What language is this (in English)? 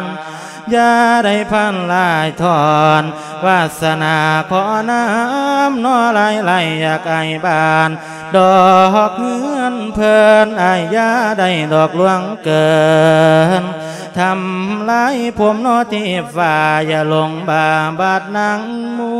Lao